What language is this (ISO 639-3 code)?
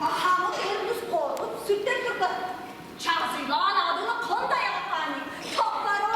tyv